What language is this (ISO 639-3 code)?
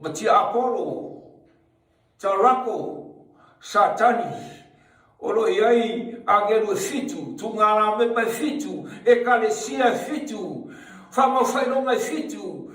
smo